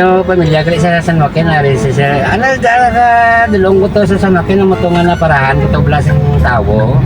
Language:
Hiligaynon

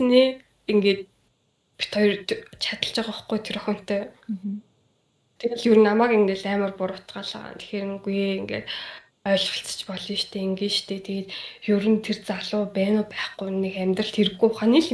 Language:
Mongolian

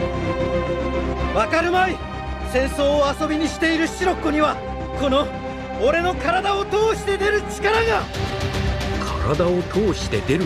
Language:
Japanese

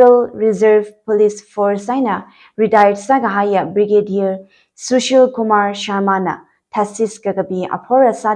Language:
Tangkhul Naga (India)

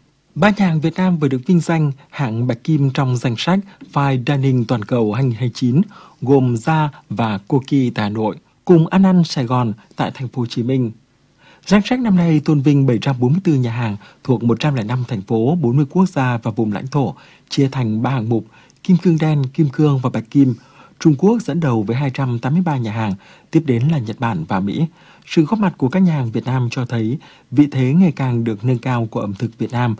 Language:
Vietnamese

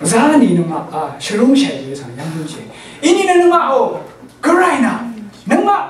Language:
Rawang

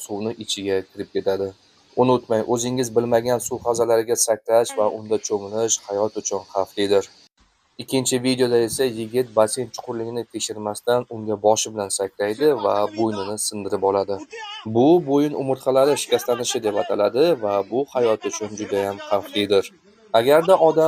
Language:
Uzbek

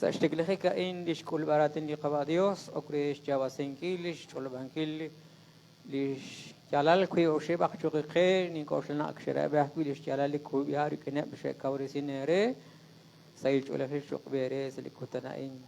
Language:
Kekchí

